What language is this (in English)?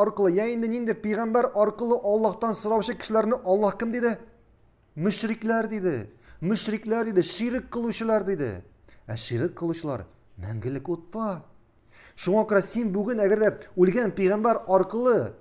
Tatar